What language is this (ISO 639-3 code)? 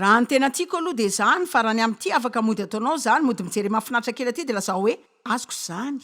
mlg